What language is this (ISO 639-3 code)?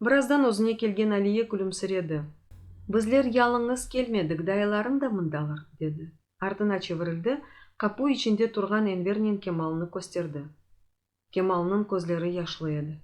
crh